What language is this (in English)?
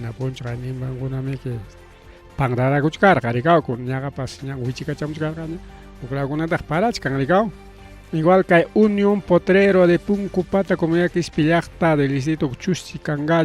Ayacucho Quechua